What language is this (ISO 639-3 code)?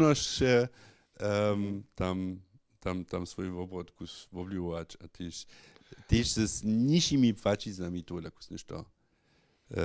hsb